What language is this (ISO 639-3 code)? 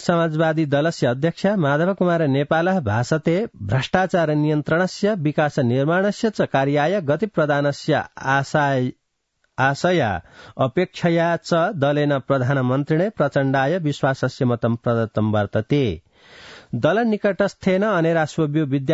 san